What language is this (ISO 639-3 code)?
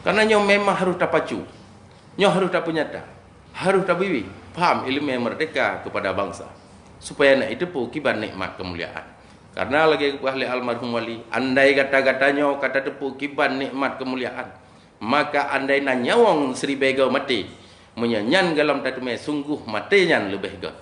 ace